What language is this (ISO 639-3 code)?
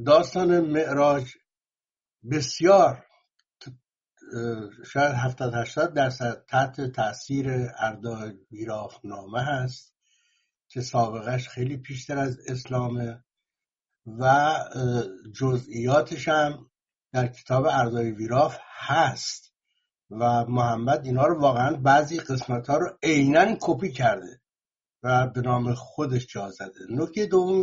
fas